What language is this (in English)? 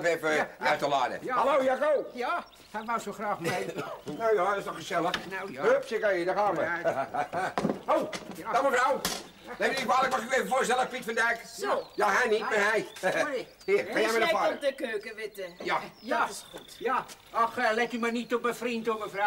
Dutch